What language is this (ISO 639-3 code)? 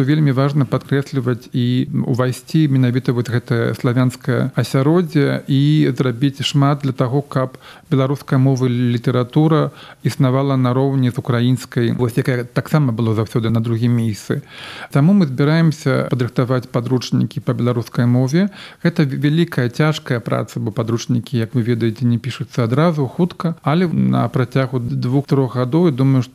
bel